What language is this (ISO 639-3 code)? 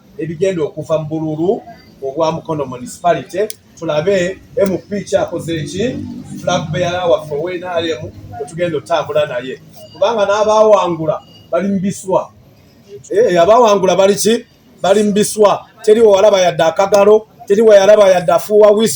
lug